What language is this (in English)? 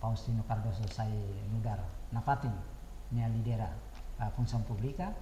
Tetum